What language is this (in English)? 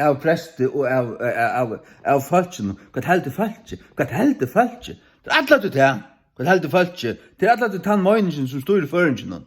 Faroese